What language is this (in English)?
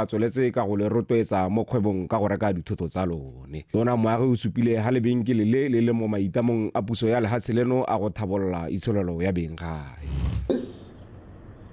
Tswana